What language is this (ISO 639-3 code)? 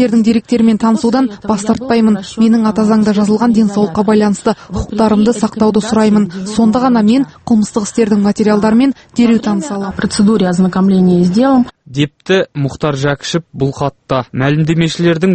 kaz